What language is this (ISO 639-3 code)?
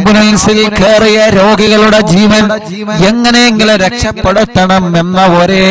mal